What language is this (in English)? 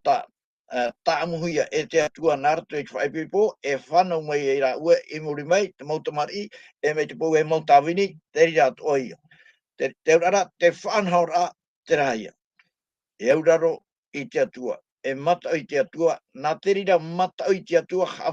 Tahitian